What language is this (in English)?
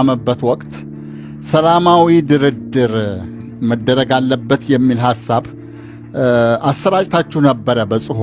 Amharic